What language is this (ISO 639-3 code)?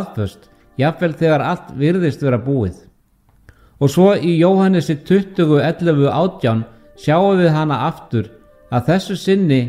isl